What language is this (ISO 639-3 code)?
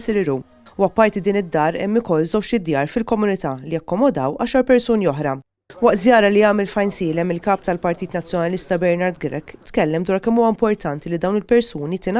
mlt